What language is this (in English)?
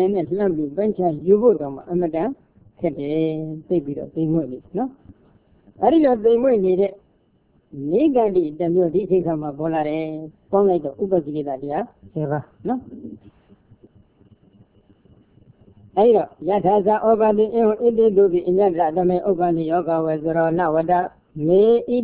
Burmese